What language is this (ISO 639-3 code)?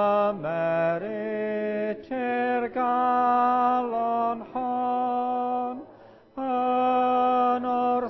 cym